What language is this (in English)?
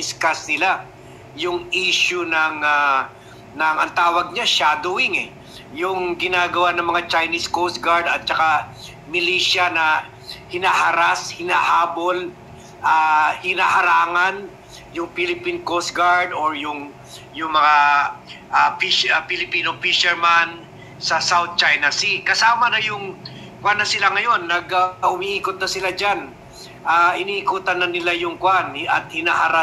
Filipino